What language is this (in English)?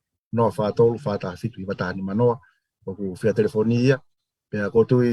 Tongan